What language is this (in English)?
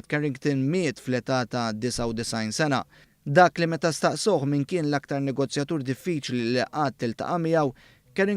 Maltese